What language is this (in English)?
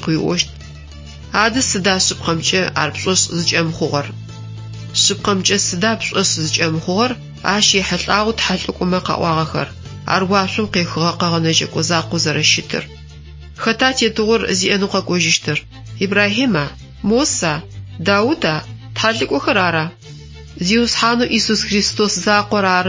Adyghe